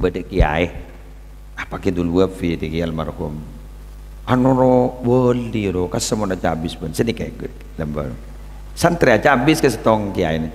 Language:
Madurese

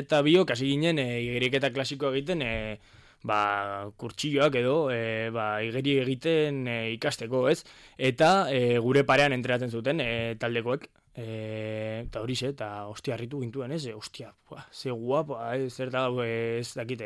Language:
Basque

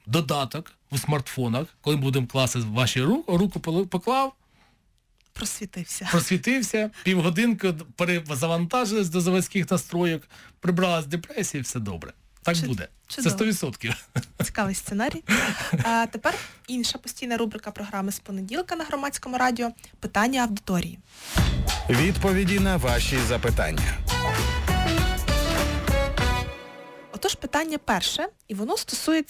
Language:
Ukrainian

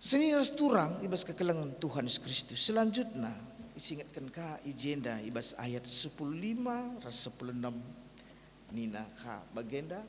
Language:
Batak Karo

